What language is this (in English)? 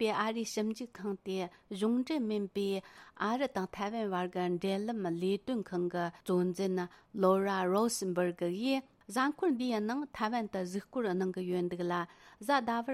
Tibetan